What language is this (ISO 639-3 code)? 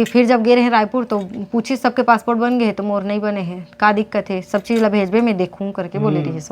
hne